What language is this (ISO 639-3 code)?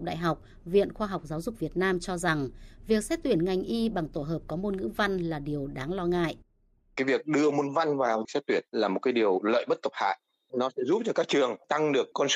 vie